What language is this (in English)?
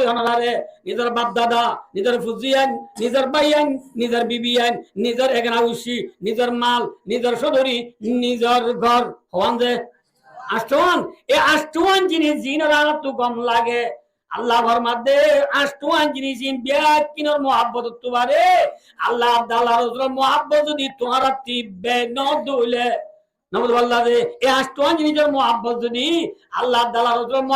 Rohingya